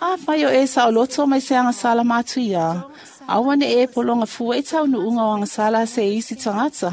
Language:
Samoan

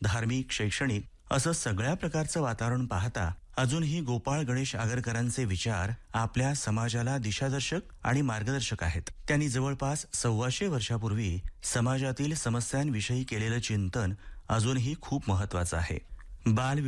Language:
Marathi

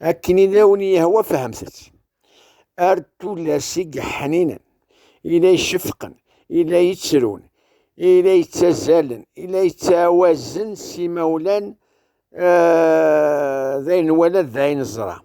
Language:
Kabyle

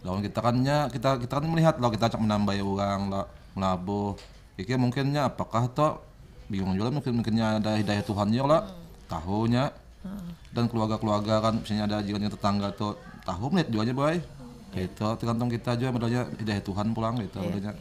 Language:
Banjar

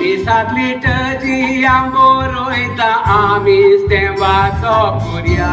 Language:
Konkani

